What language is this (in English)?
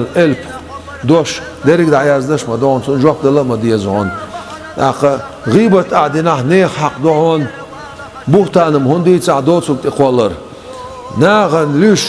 Chechen